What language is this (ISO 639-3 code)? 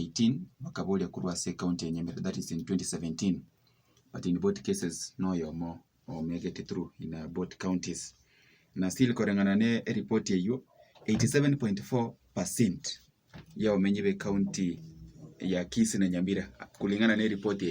guz